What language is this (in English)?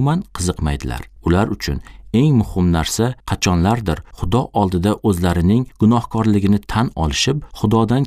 Uzbek